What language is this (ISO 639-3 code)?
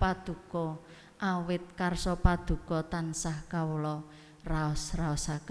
jav